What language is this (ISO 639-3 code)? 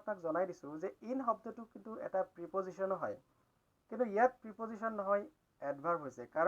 asm